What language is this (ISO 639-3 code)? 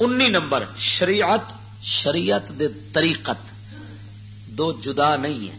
lah